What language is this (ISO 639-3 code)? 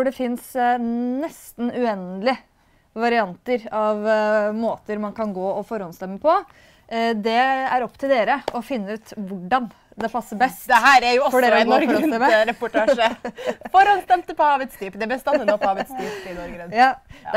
nor